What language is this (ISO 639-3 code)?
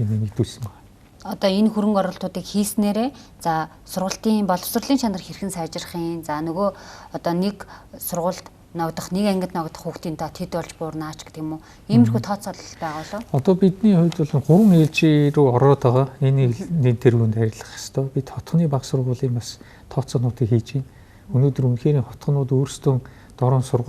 mon